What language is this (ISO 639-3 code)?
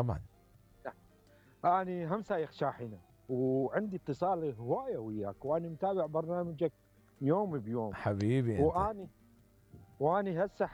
acm